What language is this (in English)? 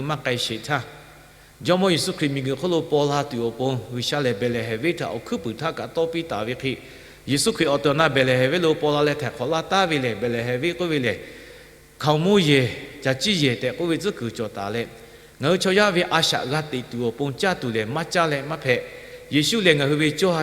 Lahu